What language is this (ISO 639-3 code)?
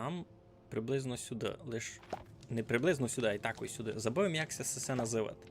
rue